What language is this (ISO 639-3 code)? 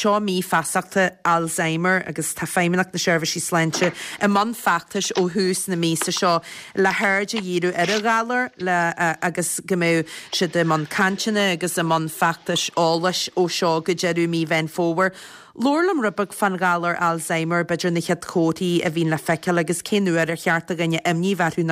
gle